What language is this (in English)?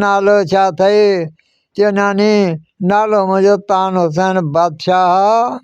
Sindhi